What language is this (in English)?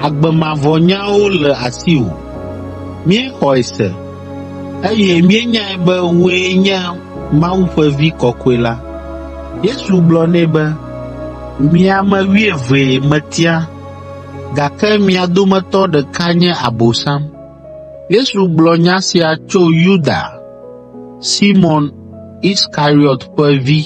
Ewe